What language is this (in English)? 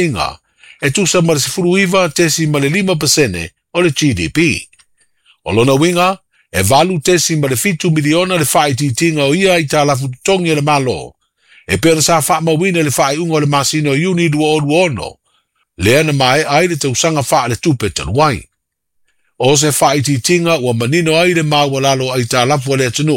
Samoan